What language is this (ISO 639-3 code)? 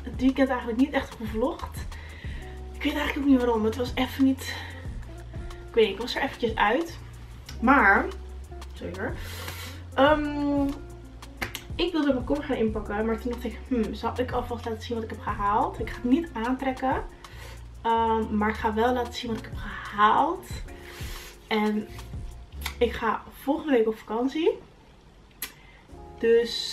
nld